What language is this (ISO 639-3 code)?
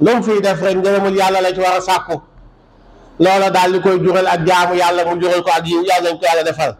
wol